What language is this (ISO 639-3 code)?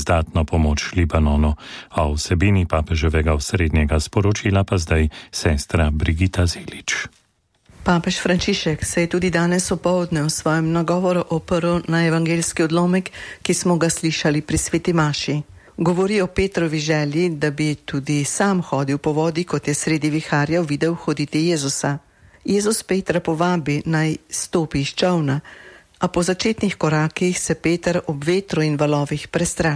slv